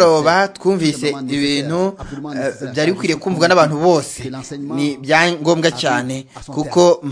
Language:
Kinyarwanda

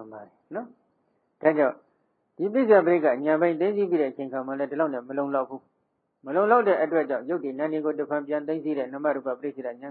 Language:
Burmese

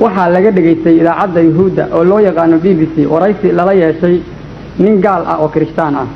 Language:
Somali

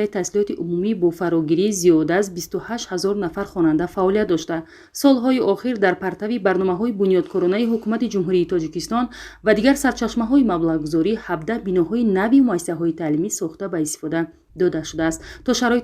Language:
Tajik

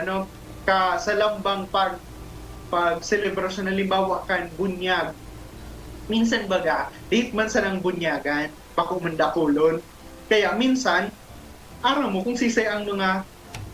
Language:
Bikol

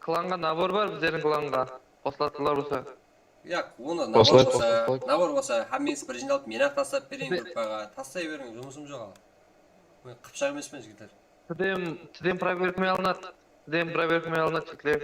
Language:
Kara-Kalpak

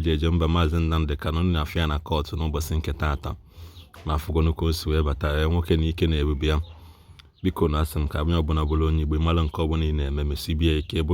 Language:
Igbo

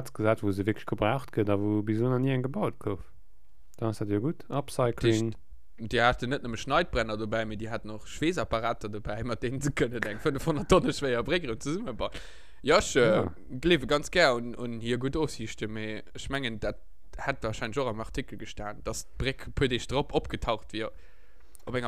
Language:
Luxembourgish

